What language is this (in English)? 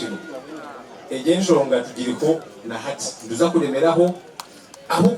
Nyankole